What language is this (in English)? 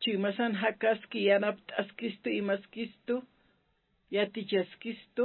Aymara